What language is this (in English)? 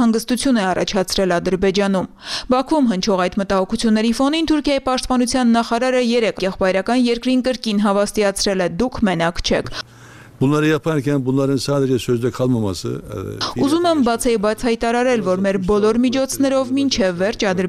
Armenian